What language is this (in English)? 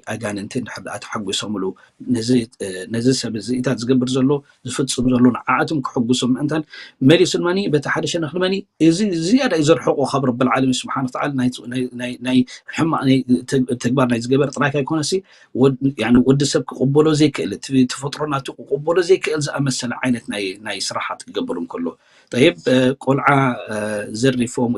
Tigrinya